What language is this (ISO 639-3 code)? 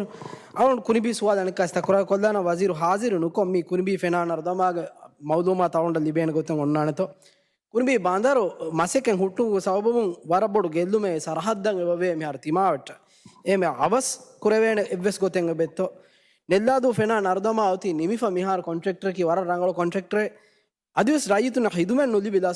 div